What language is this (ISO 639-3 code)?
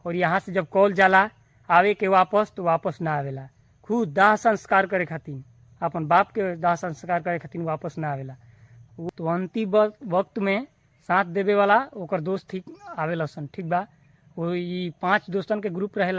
bho